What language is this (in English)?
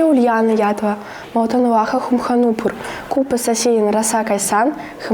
Chuvash